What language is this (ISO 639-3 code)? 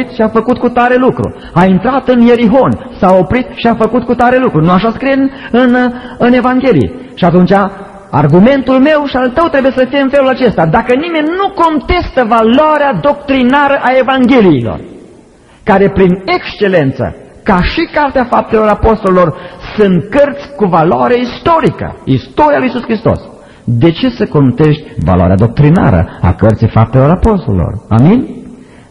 ron